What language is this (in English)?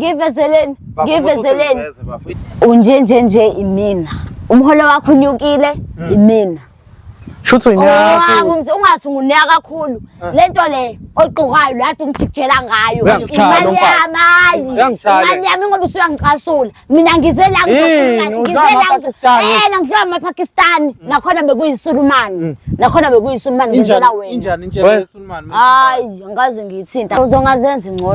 Zulu